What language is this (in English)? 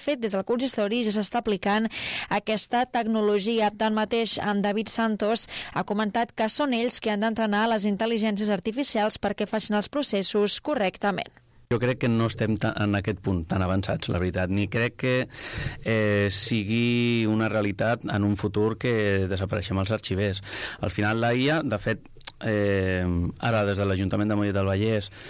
Catalan